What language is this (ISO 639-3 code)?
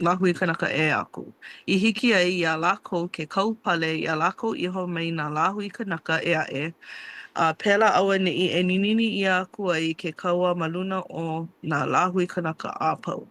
haw